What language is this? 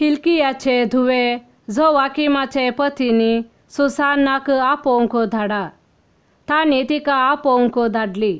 Konkani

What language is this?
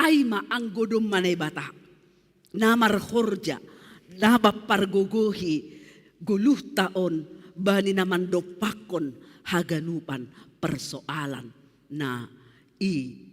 Batak Simalungun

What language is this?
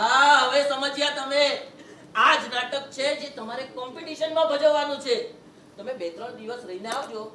Gujarati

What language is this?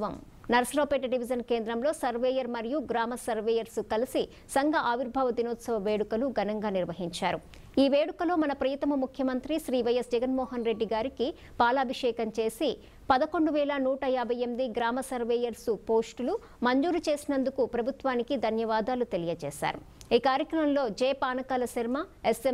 Telugu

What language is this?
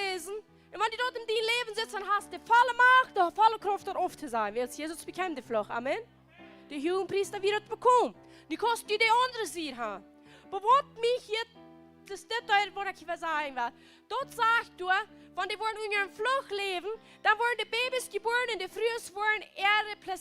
Plautdietsch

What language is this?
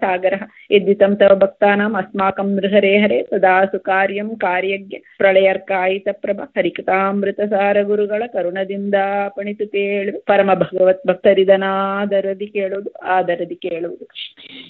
Kannada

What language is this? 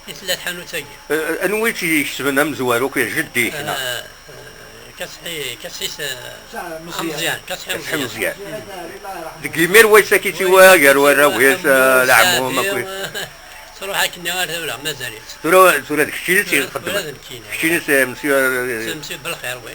Kabyle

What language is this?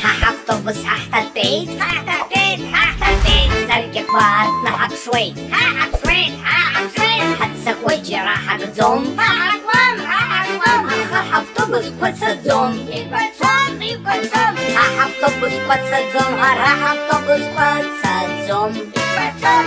Abkhazian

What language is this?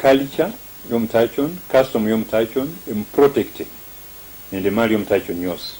Luyia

